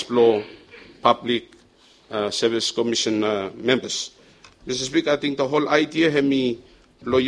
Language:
Bislama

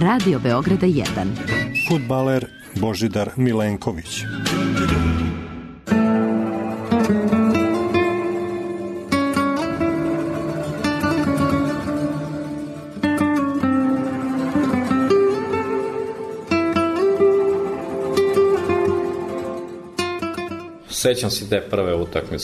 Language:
Serbian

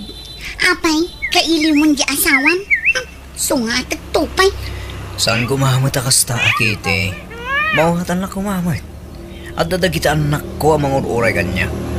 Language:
Iloko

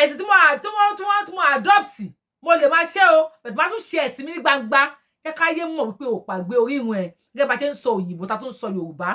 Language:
Yoruba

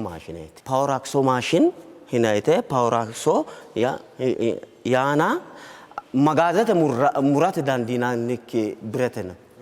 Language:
Sidamo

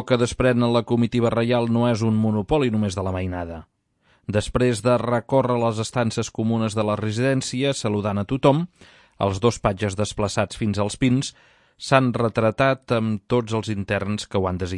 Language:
Catalan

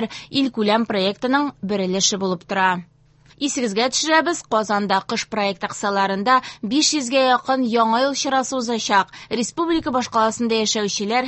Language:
Tatar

